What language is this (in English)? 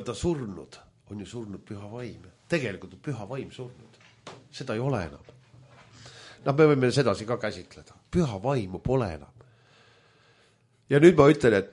Estonian